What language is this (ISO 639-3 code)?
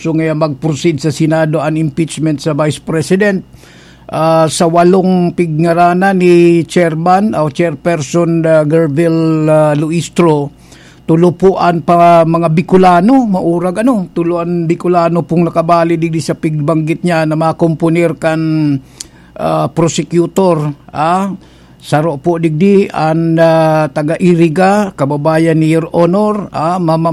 bik